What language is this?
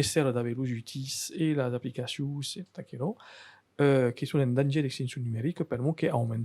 Occitan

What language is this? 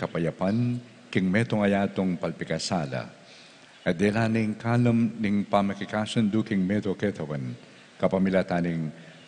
Pampanga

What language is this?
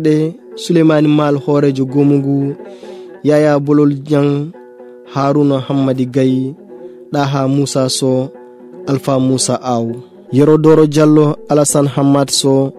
Fula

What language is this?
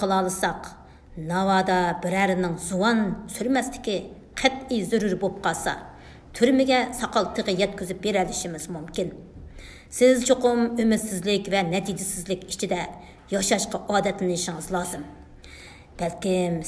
Uyghur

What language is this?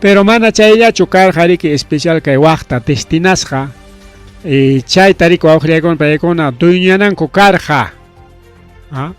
Ayacucho Quechua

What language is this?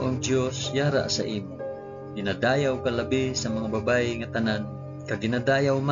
Hiligaynon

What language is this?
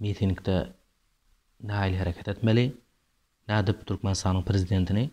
Turkmen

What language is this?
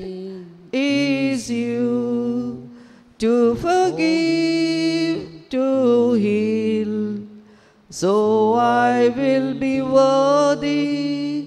Konkani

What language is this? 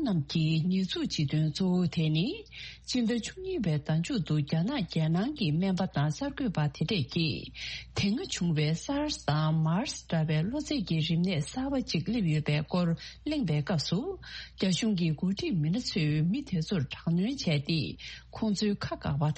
Tibetan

